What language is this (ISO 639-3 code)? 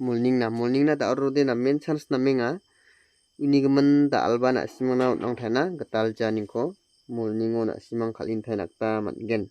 grt